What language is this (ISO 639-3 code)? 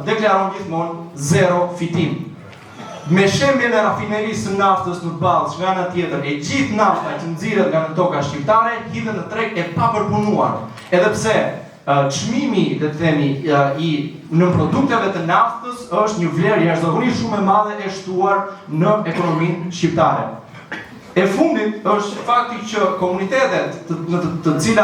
sqi